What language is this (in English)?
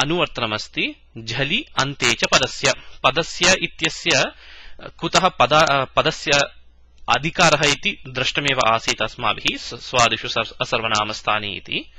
Sanskrit